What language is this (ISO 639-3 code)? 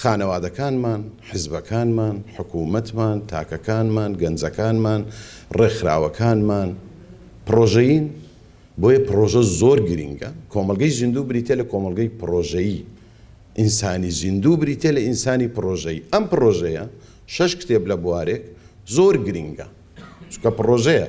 ckb